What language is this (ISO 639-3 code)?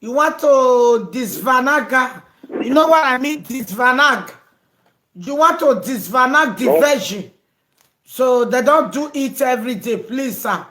pcm